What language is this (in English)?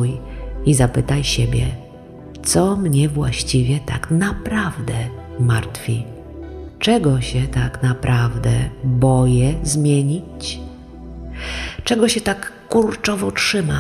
Polish